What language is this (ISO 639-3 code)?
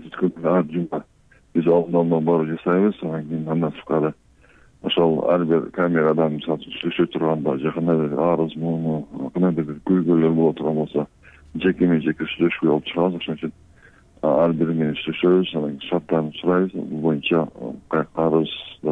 kir